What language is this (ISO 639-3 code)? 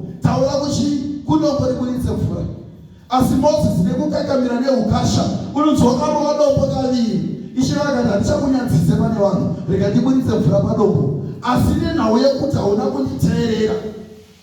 sna